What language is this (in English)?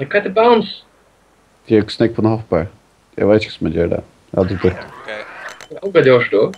Faroese